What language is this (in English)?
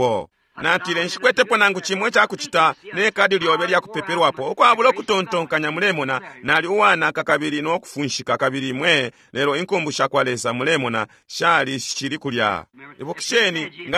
Bemba